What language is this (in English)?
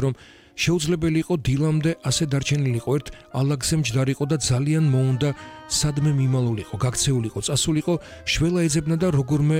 Georgian